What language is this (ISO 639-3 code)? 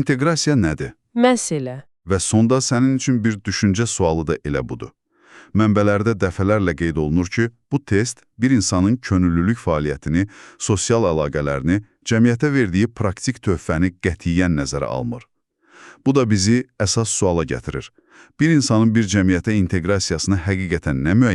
aze